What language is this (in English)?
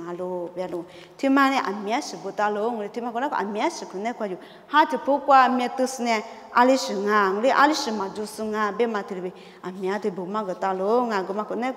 Lisu